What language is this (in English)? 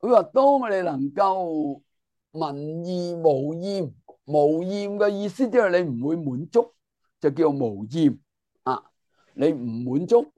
Cantonese